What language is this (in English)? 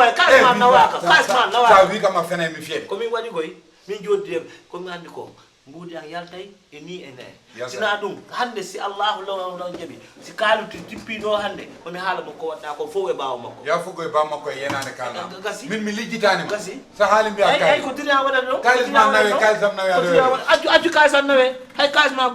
Fula